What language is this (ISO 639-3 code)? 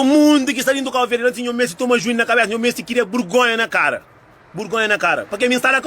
kea